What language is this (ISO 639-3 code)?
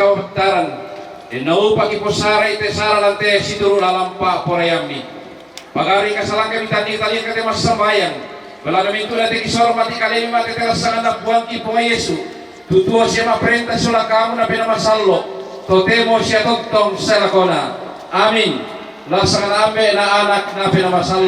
sda